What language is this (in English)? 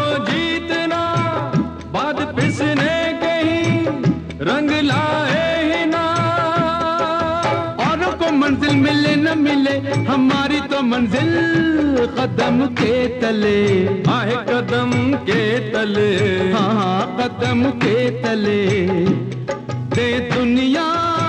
Hindi